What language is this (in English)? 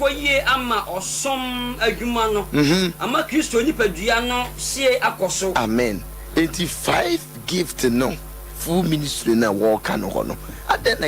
Akan